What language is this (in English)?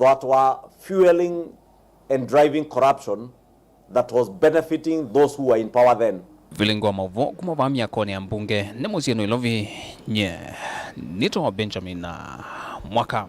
Kamba